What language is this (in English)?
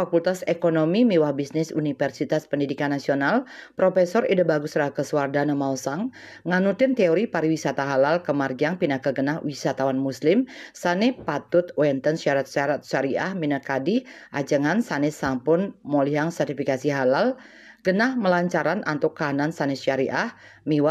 Balinese